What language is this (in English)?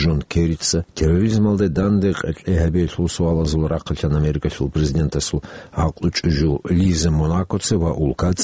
Avaric